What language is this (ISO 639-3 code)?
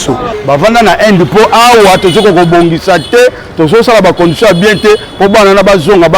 lin